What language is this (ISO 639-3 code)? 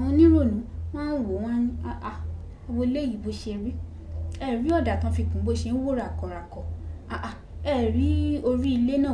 yor